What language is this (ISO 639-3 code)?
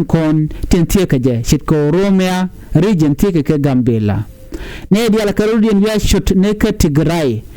nus